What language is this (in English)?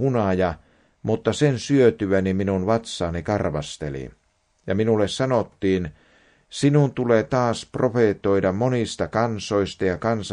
Finnish